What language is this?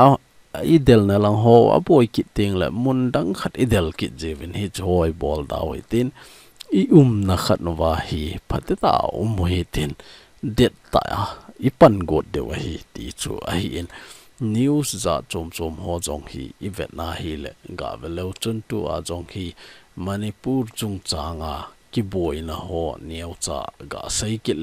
Thado Chin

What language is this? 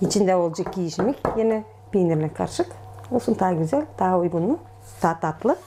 Gagauz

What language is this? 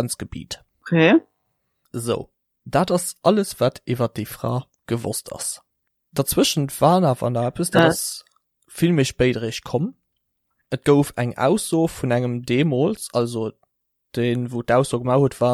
Luxembourgish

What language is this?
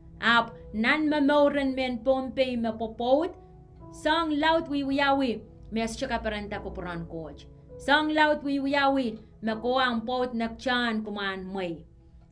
Pohnpeian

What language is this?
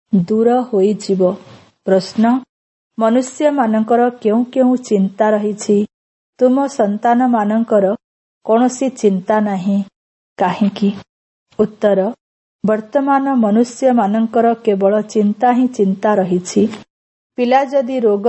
Odia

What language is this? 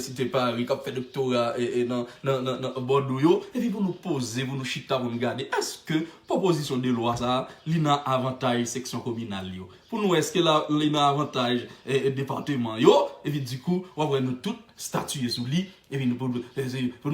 Haitian Creole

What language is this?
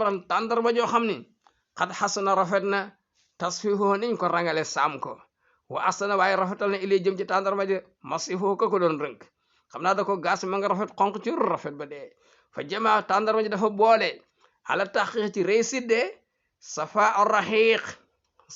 Wolof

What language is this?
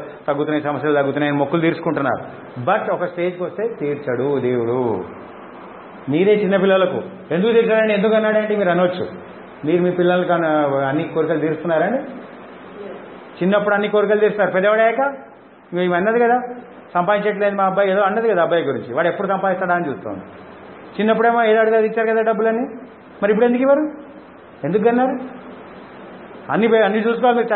Telugu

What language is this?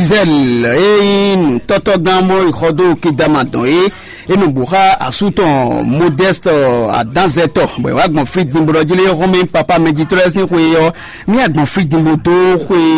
Fon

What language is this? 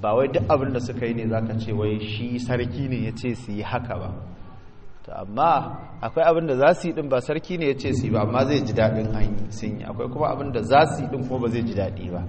Hausa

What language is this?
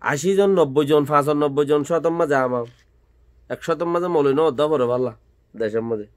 Rohingya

